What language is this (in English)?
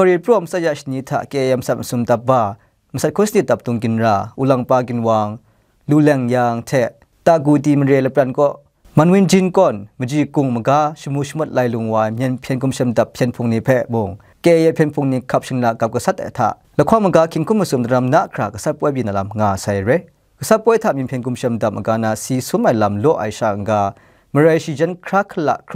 Kachin